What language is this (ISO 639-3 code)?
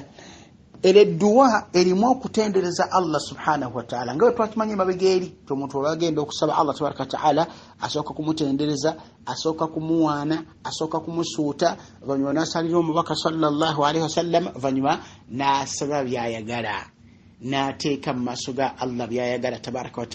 lug